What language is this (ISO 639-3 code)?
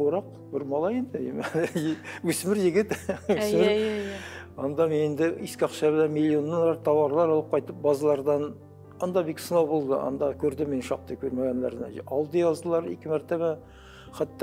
tat